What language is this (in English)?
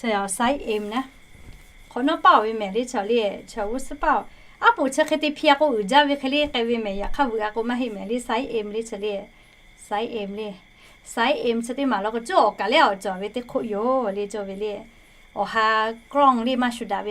Lahu